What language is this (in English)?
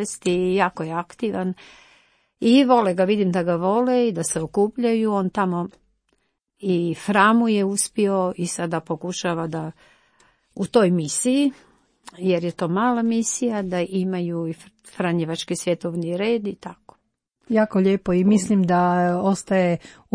Croatian